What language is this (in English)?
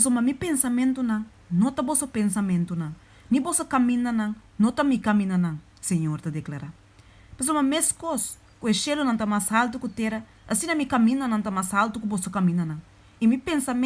Papiamento